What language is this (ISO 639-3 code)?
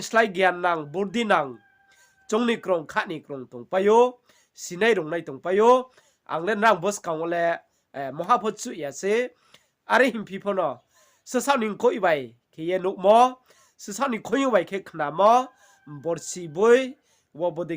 ria